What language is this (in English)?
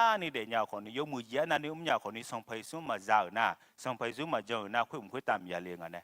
Akha